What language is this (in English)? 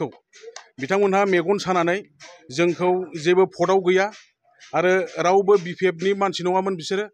Bodo